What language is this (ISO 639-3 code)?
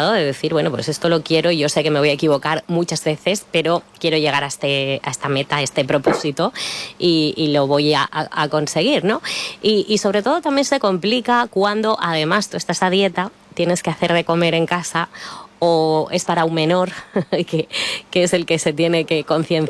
spa